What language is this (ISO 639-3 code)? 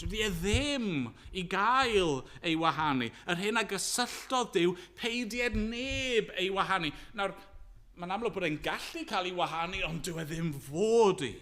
cym